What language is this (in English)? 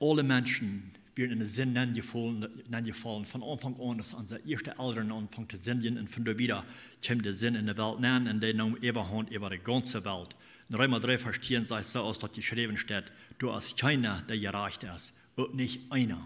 Plautdietsch